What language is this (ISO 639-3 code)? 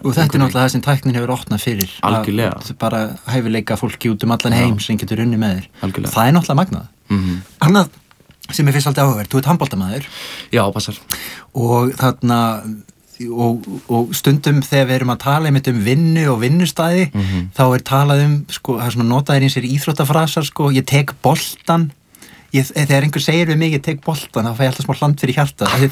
isl